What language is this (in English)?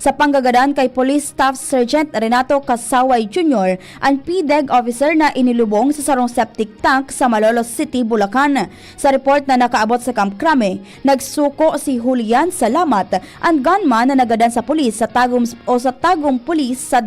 Bikol